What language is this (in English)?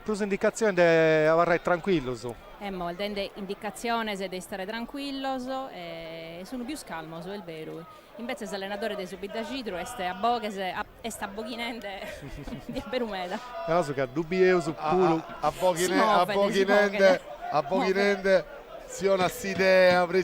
Sardinian